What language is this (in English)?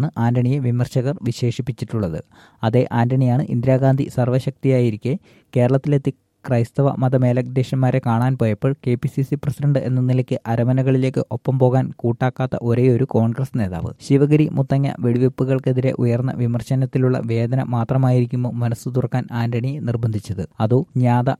Malayalam